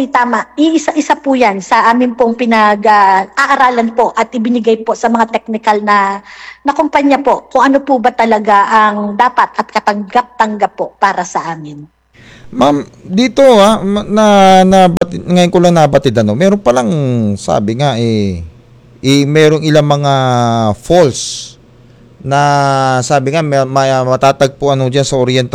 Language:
Filipino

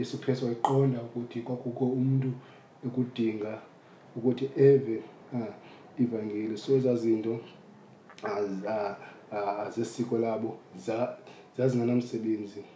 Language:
Xhosa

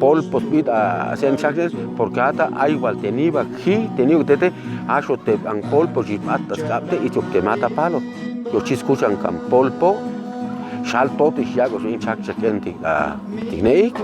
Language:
Chuj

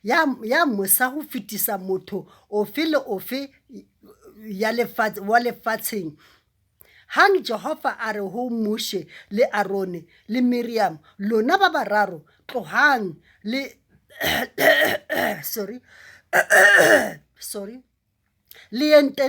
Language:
Southern Sotho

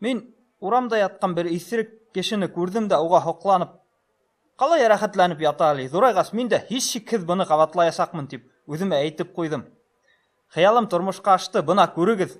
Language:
Bashkir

